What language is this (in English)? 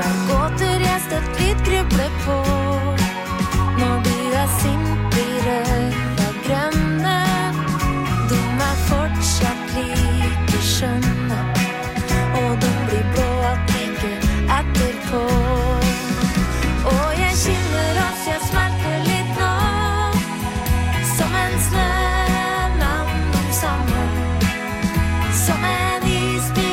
Norwegian